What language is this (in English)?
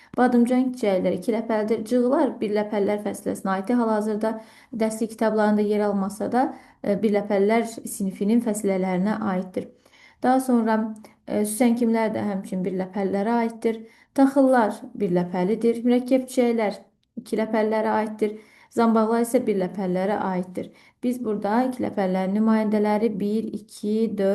Azerbaijani